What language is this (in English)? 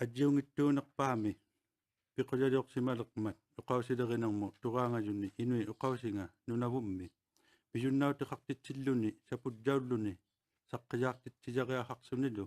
Inuktitut